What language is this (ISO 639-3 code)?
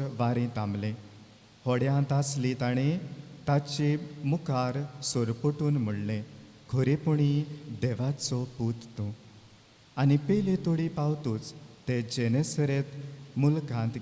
kok